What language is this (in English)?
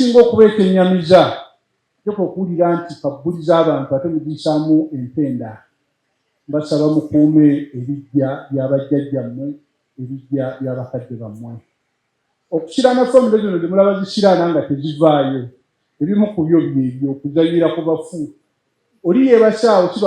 Ganda